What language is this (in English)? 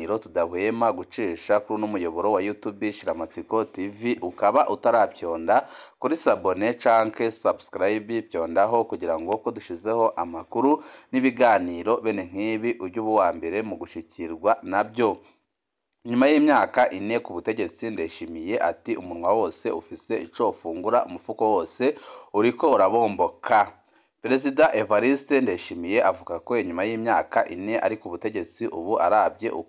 Rundi